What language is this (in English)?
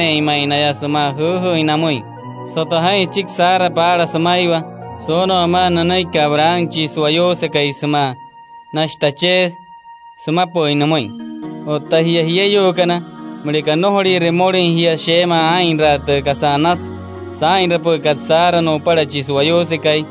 Wayuu